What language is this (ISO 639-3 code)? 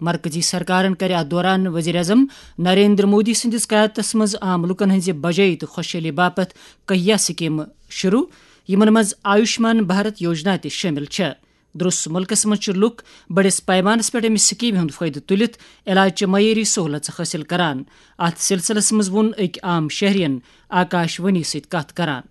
kas